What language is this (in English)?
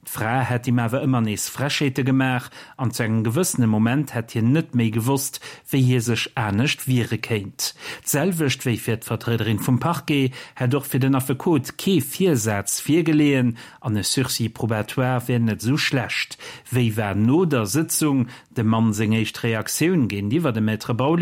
Luxembourgish